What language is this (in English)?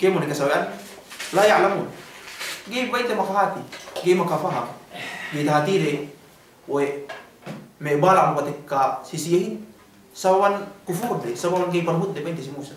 Yakan